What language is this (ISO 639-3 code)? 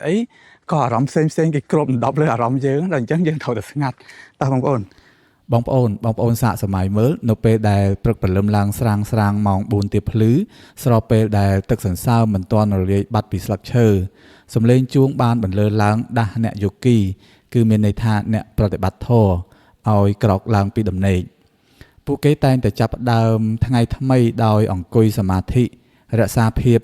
khm